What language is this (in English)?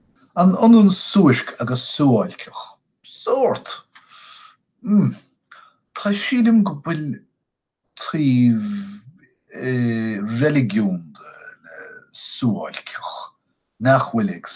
Irish